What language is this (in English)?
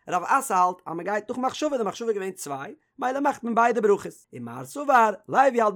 Yiddish